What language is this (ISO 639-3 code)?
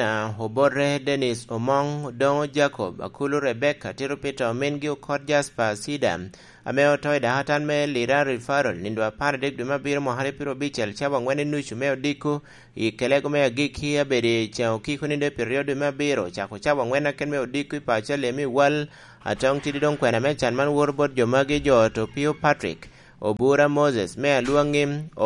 laj